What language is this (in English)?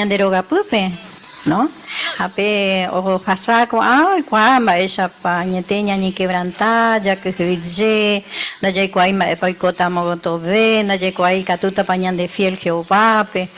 Guarani